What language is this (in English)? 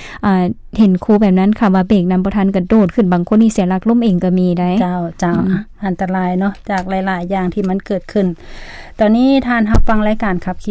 Lao